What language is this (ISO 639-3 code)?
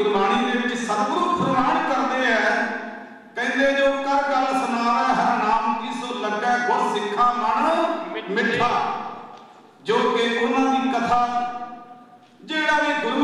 pan